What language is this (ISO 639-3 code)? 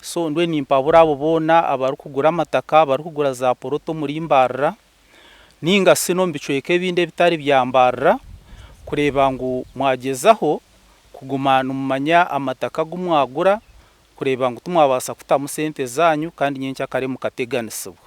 nyn